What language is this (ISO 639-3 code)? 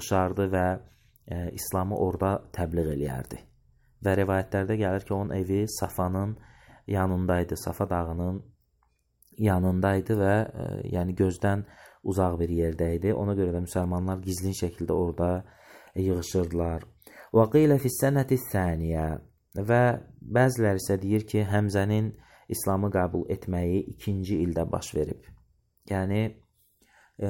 aze